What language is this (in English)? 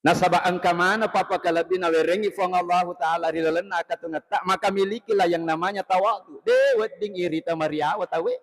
Buginese